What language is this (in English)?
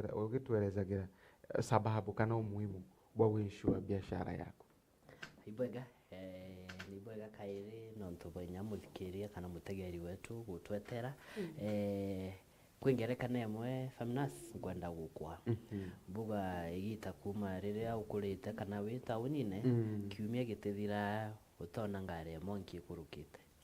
Meru